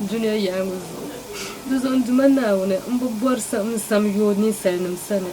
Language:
Dagbani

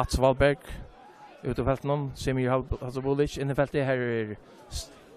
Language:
Faroese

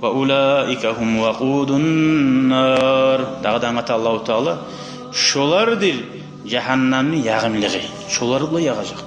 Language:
Kumyk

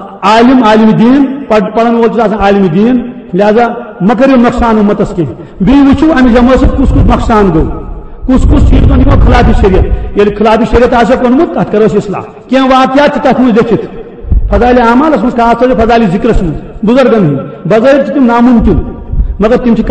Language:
Kashmiri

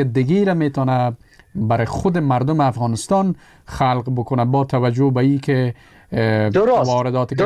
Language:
Persian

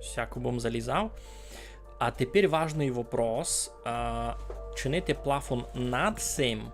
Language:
Rusyn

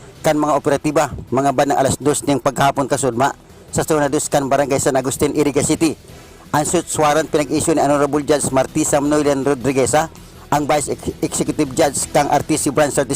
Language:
Bikol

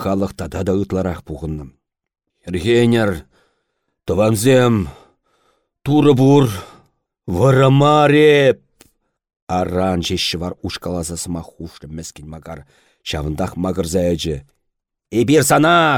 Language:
Chuvash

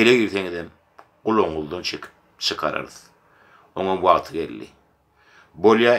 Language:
Turkmen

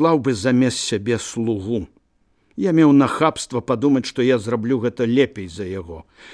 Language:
Belarusian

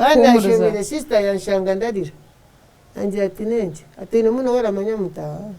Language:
Nyankole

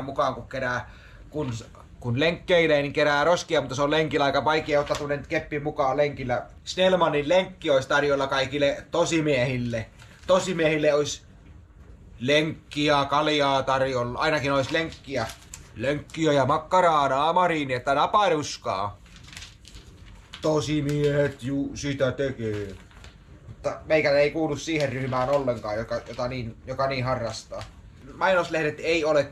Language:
Finnish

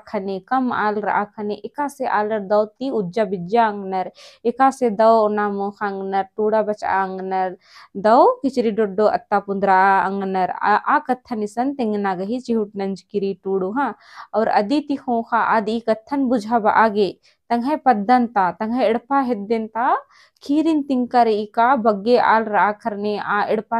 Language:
Kurukh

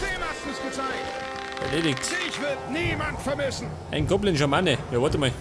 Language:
Bavarian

